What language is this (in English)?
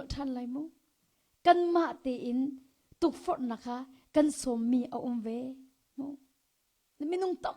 Hakha Chin